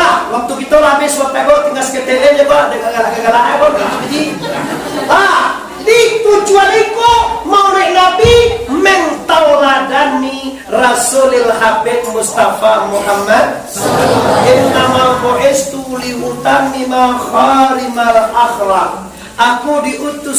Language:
Minangkabau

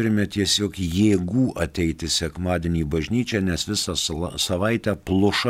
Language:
Lithuanian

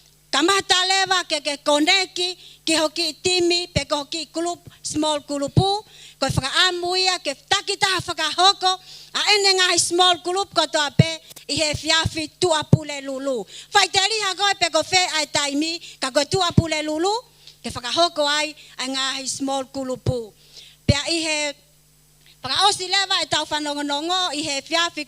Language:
Tongan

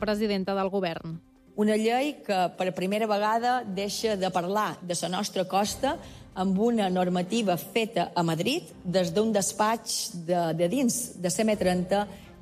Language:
Catalan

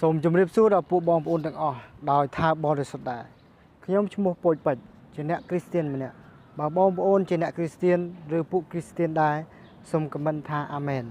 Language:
Khmer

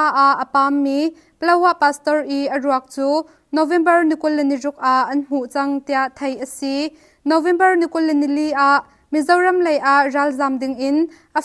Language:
Hakha Chin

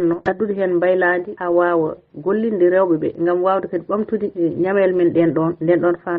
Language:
Fula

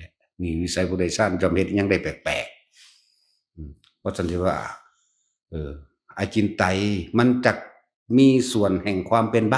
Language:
Northeastern Thai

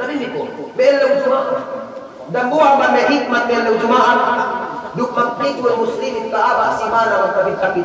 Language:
Yakan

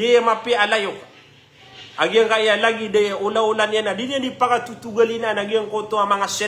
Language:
Maranao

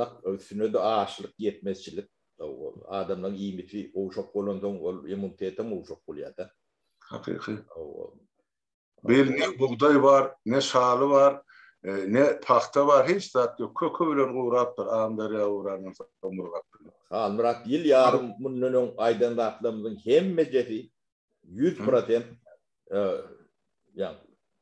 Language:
Turkmen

